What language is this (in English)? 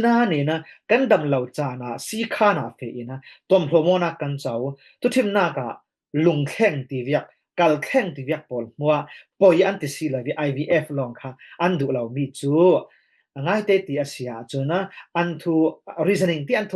Falam Chin